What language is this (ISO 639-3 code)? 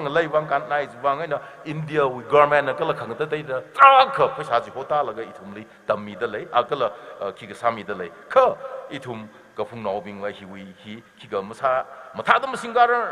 nmf